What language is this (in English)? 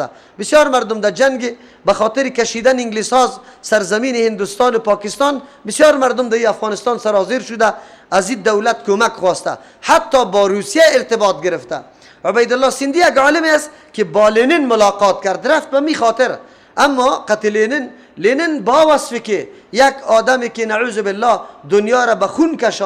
Persian